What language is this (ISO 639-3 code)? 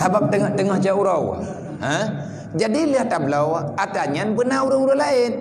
ace